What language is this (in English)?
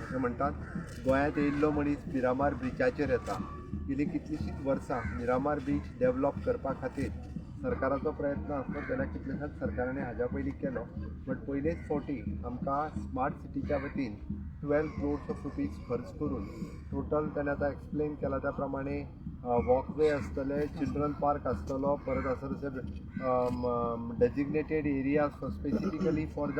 Konkani